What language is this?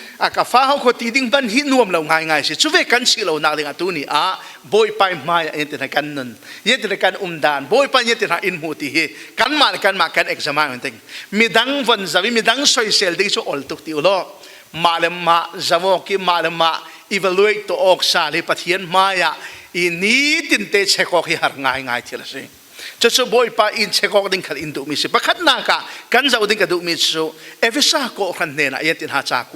Falam Chin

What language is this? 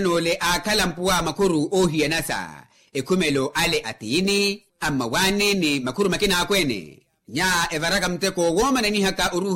Makhuwa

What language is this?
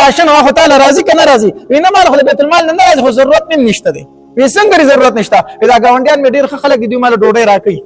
Pashto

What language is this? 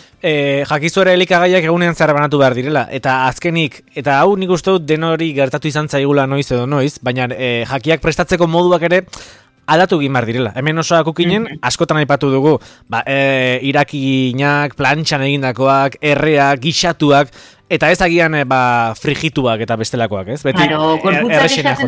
Basque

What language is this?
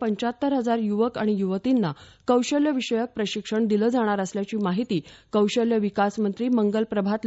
Marathi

